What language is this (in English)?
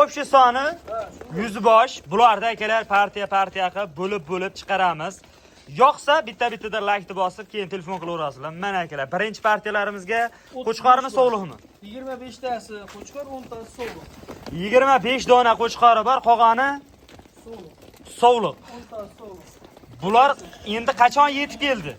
Uzbek